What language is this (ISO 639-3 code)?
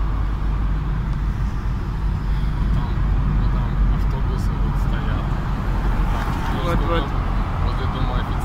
rus